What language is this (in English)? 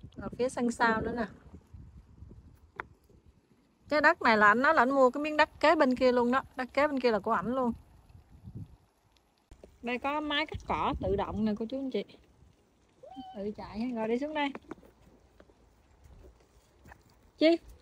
Vietnamese